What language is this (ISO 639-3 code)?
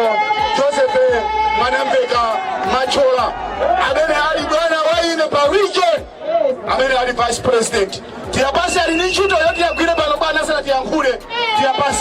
nya